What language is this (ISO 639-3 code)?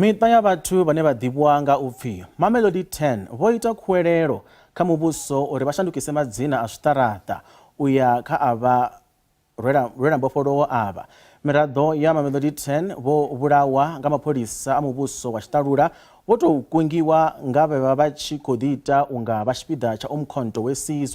ven